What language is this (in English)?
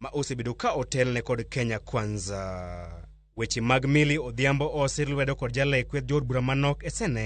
Luo (Kenya and Tanzania)